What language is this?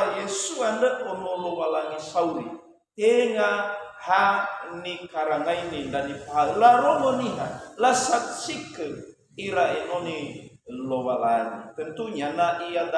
Nias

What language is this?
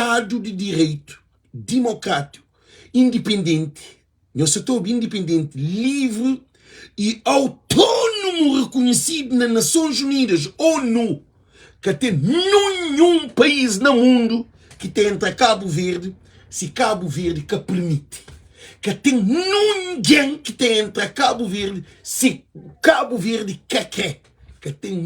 Kabuverdianu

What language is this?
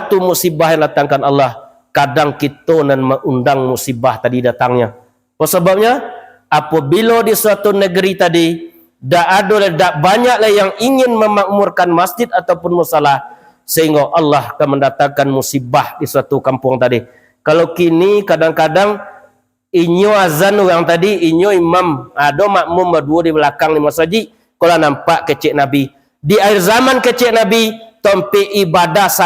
Minangkabau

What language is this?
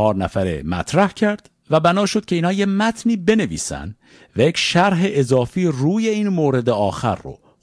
Persian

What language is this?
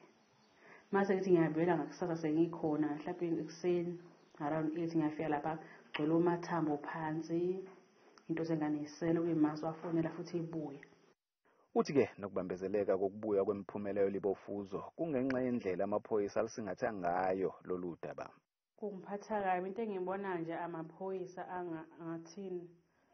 Zulu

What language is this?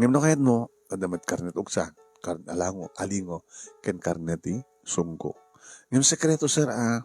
Iloko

